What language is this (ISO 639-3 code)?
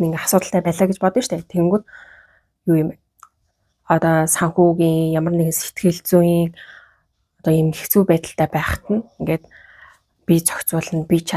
mon